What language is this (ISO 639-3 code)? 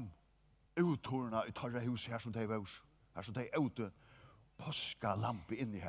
fao